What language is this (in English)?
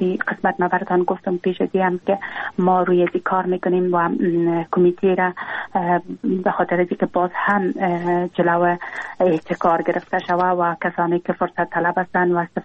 Persian